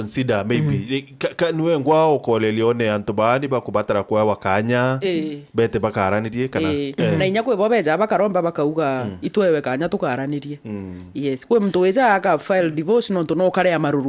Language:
Meru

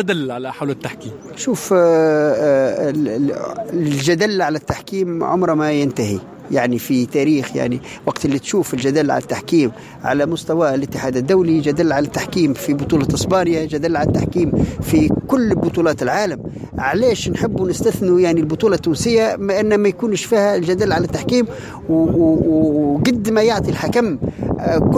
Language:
Tunisian Arabic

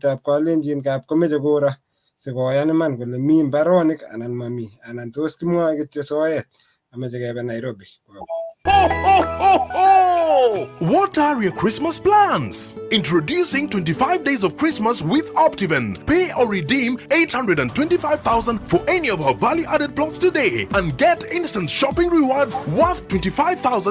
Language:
Kalenjin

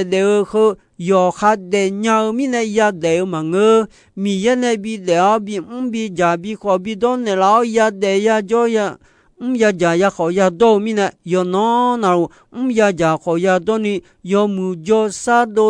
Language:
Akha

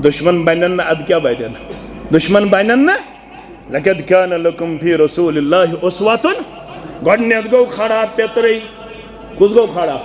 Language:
Kashmiri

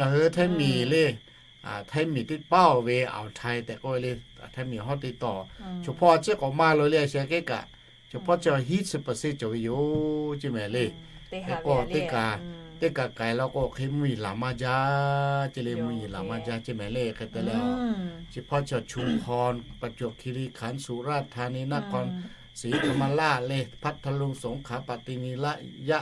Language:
Lahu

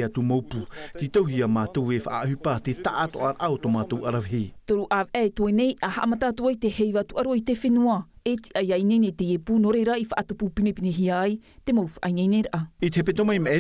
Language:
Tahitian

